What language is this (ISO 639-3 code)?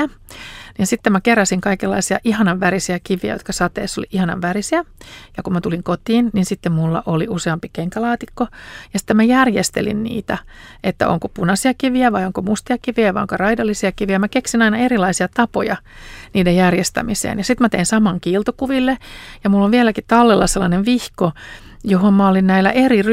fin